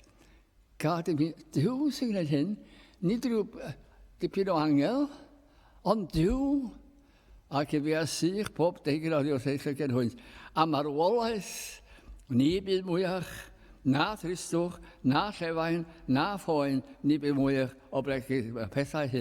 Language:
Welsh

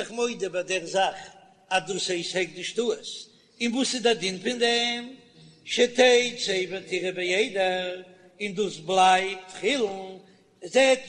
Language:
Yiddish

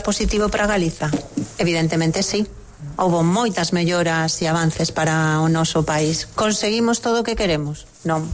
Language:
Galician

